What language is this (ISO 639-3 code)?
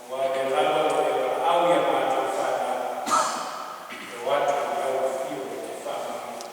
smo